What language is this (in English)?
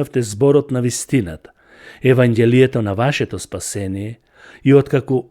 Macedonian